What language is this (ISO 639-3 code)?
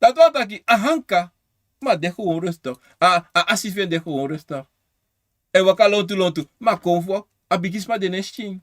srn